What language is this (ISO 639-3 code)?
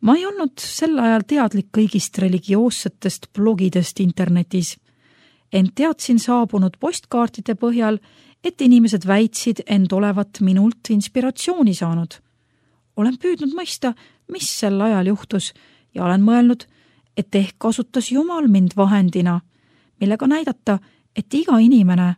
est